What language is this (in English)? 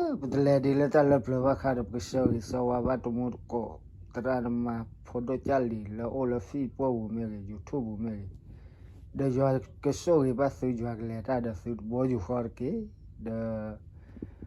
S'gaw Karen